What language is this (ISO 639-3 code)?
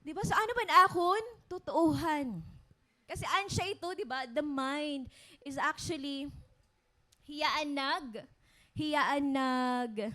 war